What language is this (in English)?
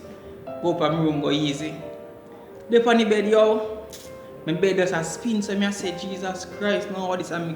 Jamaican Creole English